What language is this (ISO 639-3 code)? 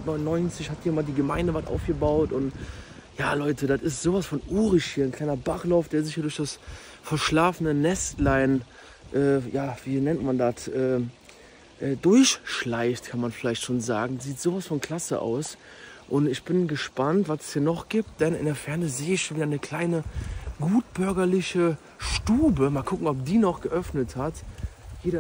deu